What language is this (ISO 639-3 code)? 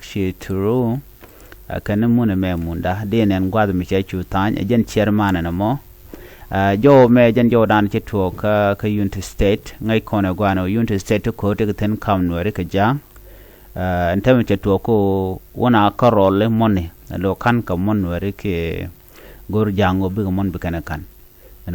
nus